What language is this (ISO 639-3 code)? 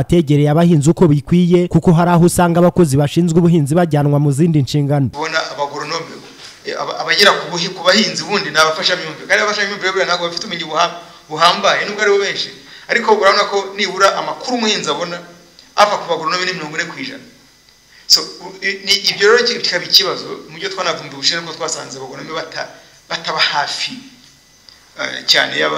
kin